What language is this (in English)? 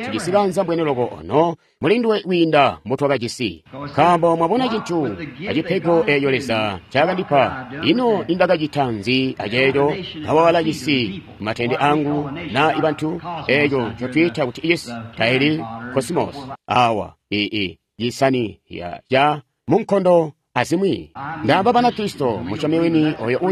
Tonga (Zambia)